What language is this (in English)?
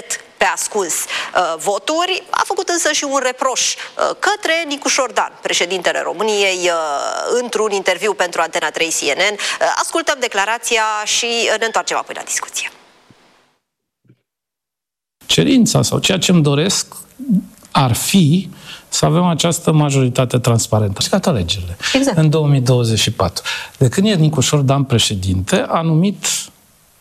Romanian